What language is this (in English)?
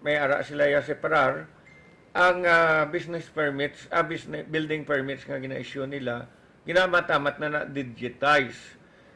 Hiligaynon